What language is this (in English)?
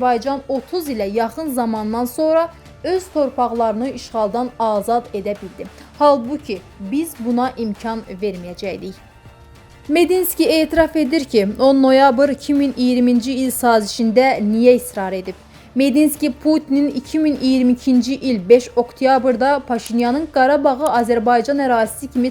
Azerbaijani